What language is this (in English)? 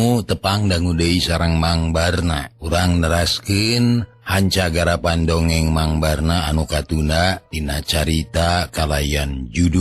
Sundanese